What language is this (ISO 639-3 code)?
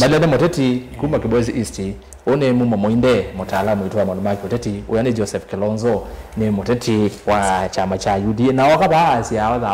kam